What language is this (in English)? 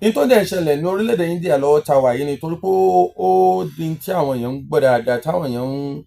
Yoruba